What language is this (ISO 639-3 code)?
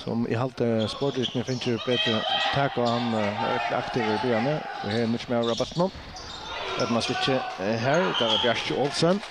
fao